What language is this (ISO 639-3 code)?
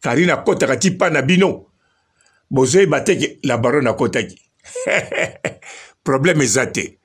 lin